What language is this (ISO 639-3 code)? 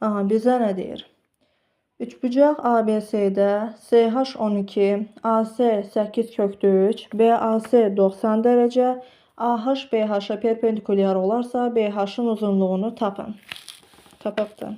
aze